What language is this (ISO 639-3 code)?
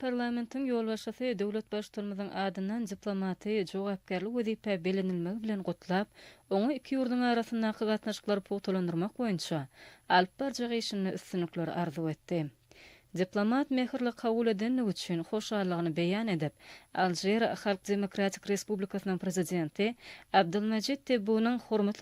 tuk